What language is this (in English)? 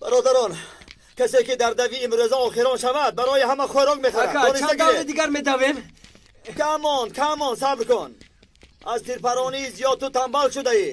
Tajik